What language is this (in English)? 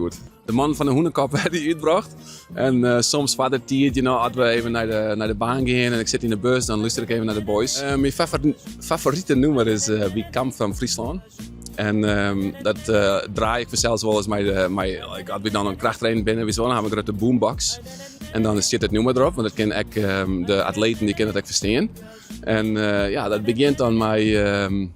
Western Frisian